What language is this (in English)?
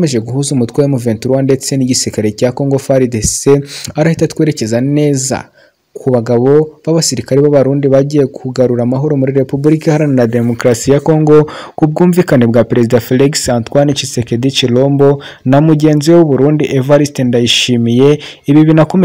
Kinyarwanda